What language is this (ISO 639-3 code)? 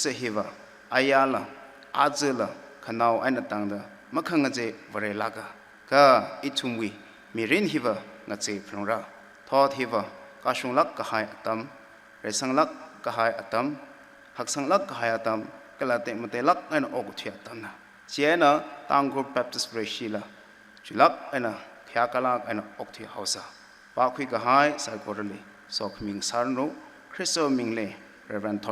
nmf